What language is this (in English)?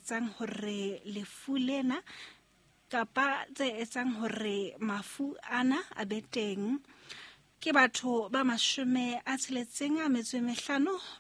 Southern Sotho